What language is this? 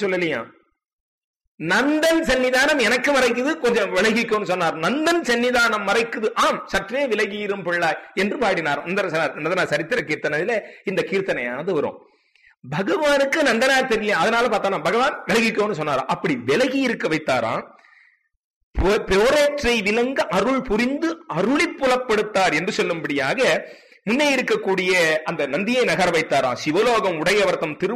Tamil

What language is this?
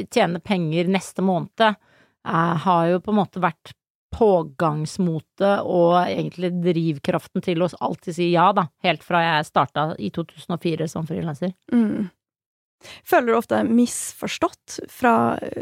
Norwegian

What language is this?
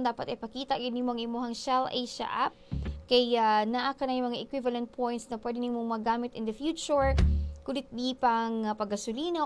Cebuano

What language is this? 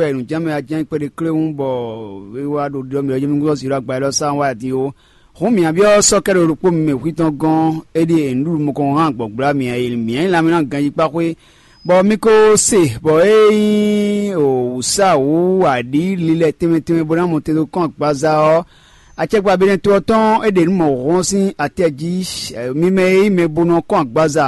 Fon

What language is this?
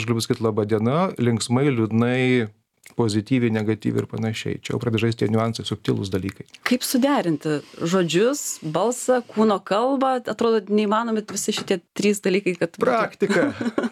Lithuanian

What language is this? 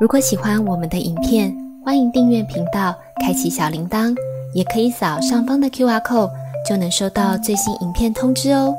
Cantonese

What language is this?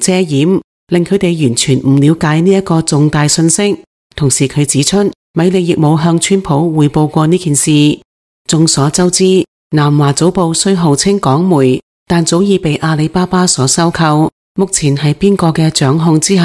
Cantonese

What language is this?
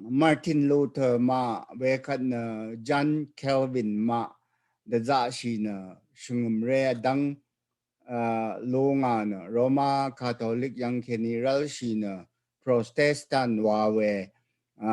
Rawang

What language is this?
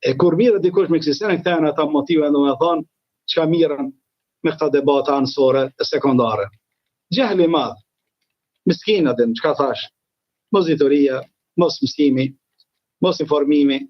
Albanian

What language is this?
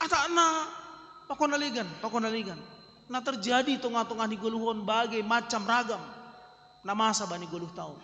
Batak Simalungun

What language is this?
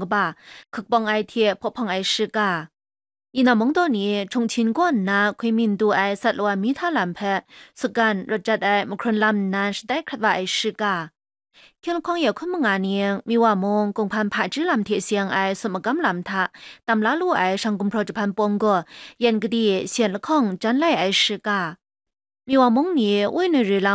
Kachin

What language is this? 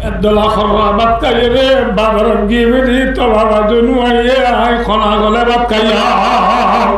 Rohingya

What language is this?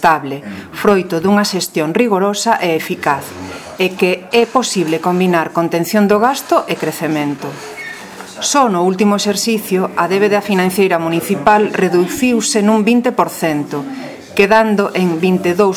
Galician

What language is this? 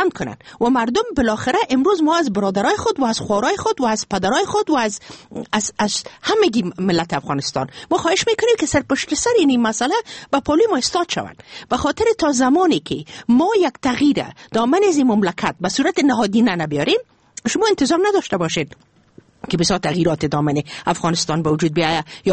Persian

